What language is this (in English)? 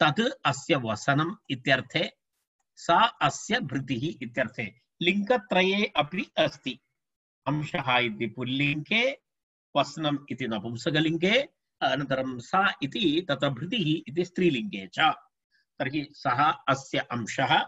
Sanskrit